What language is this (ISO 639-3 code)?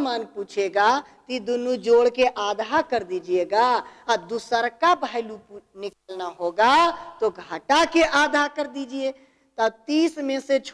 hin